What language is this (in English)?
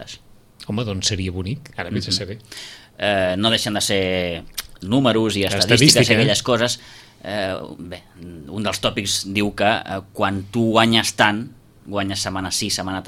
Catalan